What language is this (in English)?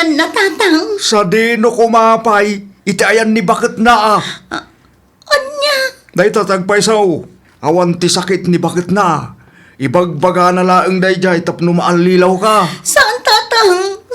Iloko